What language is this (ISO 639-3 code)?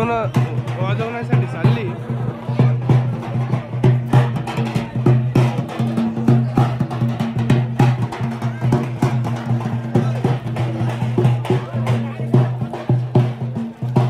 mar